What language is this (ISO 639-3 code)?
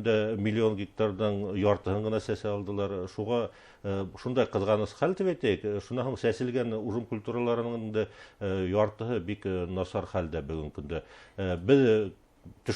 bak